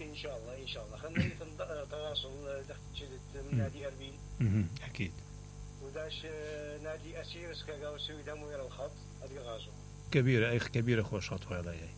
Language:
Mesopotamian Arabic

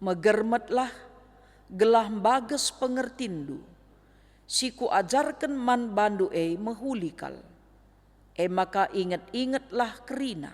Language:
Batak Karo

